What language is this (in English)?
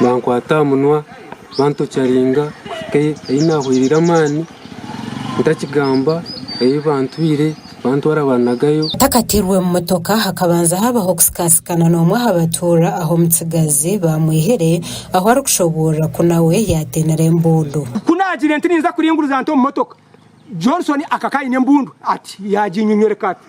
Nyankole